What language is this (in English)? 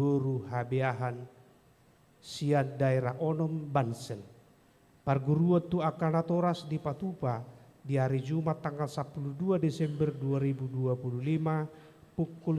Batak Toba